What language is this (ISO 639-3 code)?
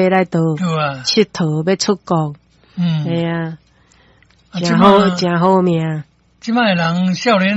nan